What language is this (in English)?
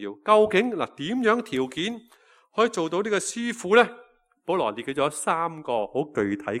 Cantonese